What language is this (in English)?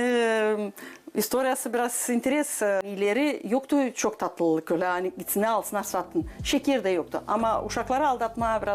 Gagauz